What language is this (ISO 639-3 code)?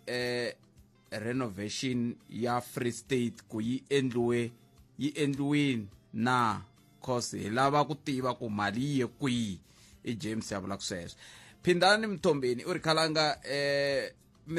tso